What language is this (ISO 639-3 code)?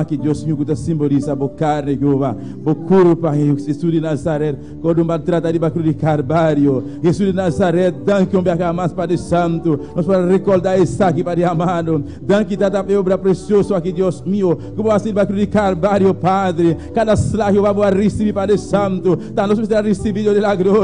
pap